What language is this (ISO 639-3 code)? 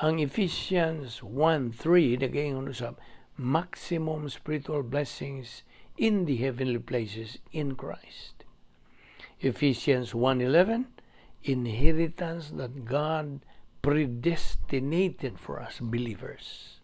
ceb